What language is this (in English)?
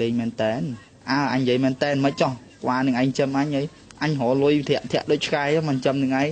Khmer